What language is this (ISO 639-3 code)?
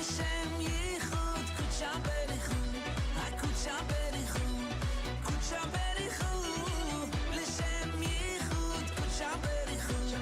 yid